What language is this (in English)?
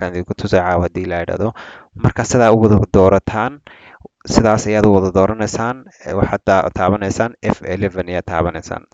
Somali